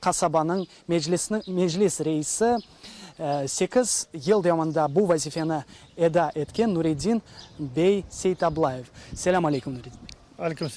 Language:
Crimean Tatar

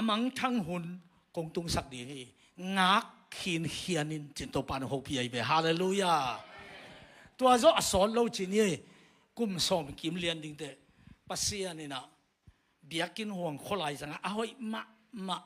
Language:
Tedim Chin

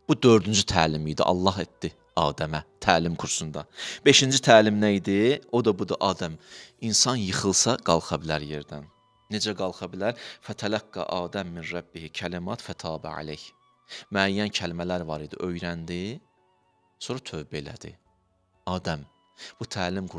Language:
Azerbaijani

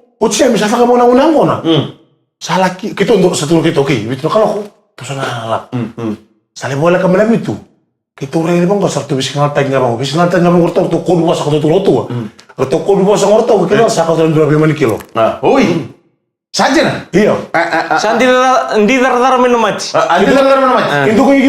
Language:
Fijian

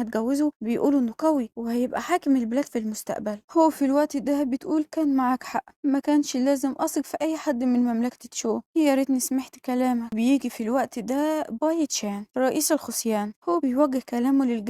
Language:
Egyptian Arabic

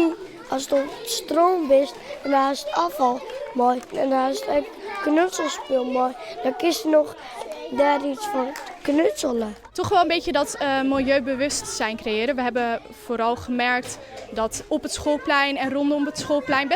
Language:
Western Frisian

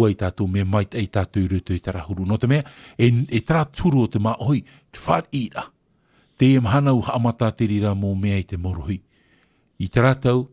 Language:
Tahitian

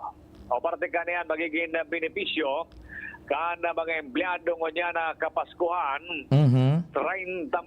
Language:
Bikol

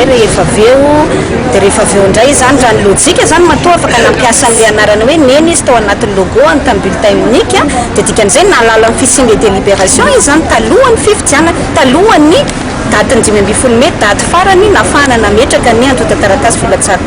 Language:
Malagasy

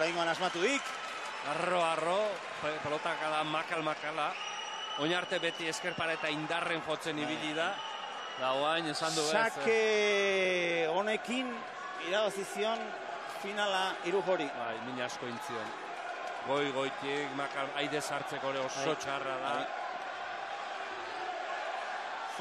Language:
Basque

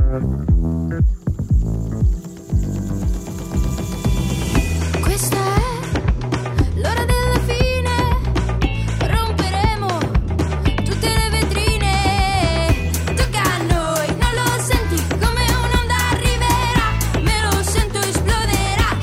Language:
Italian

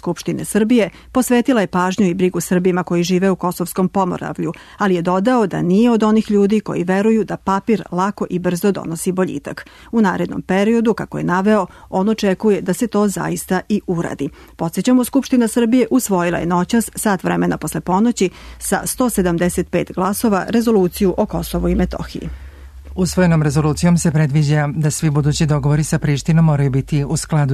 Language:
Serbian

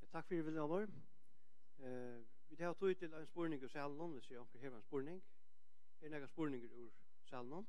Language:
Faroese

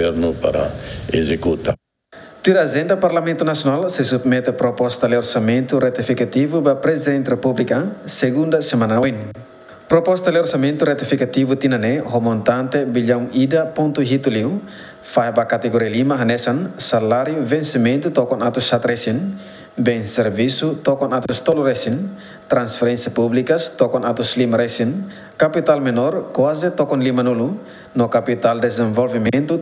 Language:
Tetum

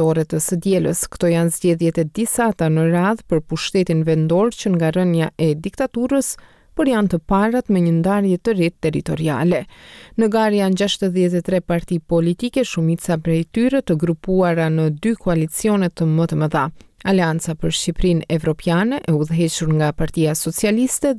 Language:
Albanian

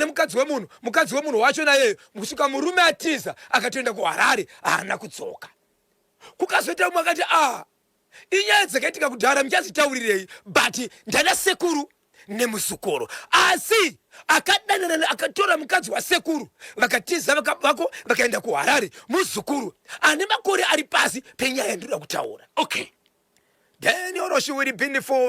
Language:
Shona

